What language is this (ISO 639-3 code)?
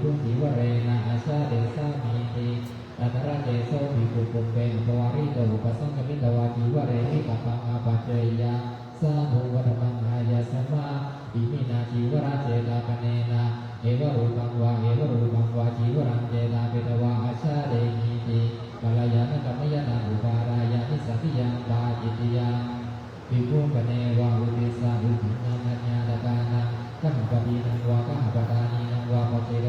pli